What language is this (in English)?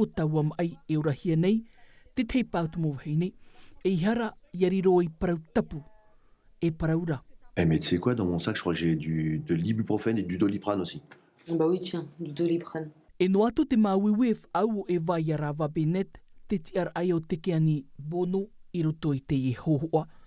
Tahitian